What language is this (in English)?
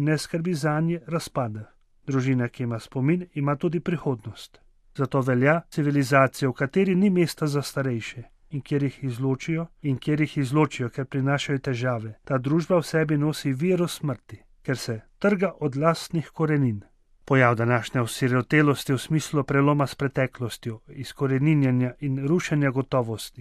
Slovenian